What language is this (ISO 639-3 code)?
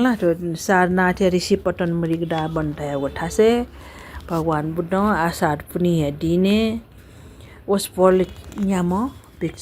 new